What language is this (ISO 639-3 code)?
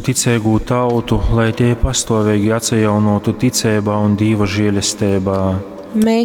ltg